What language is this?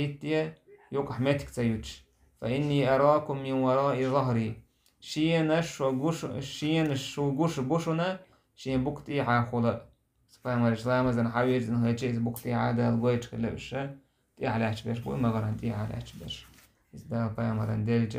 Chechen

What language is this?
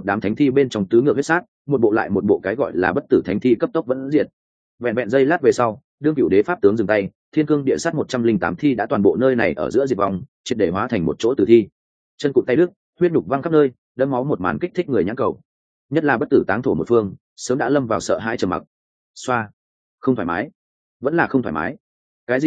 Vietnamese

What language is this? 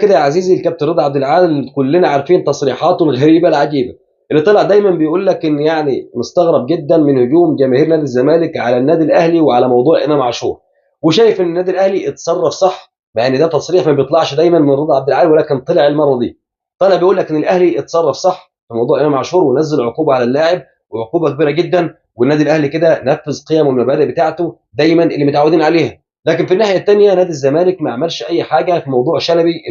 Egyptian Arabic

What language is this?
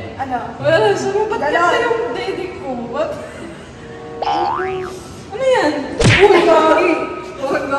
Filipino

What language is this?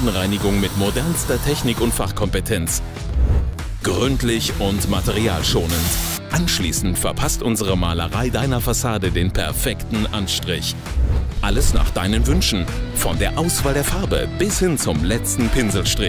German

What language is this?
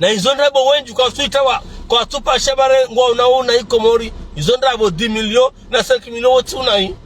Ngazidja Comorian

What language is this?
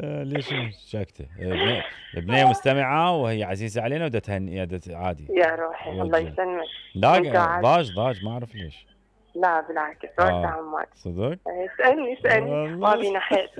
Mesopotamian Arabic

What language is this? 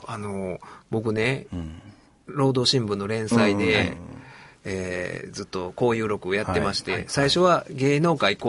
Japanese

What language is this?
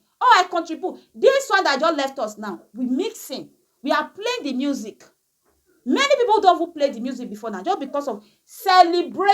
Nigerian Pidgin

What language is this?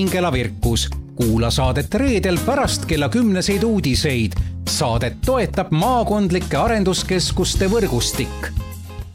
Estonian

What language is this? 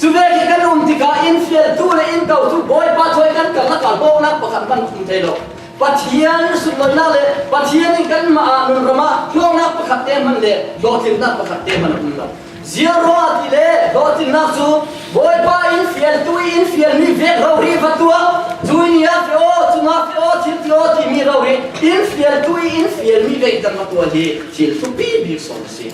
Falam Chin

